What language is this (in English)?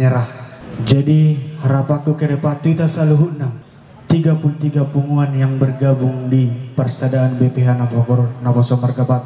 Batak Toba